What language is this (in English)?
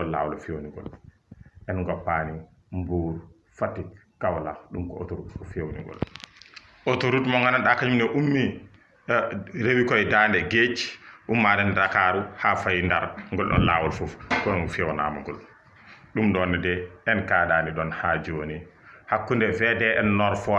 Fula